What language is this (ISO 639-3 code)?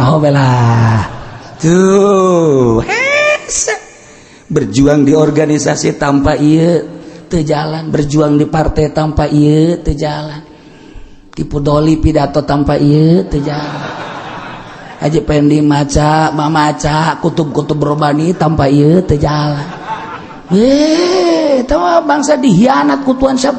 sun